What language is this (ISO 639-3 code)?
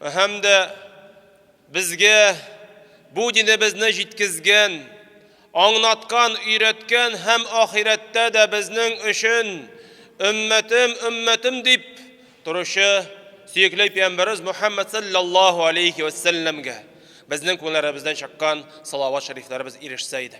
tat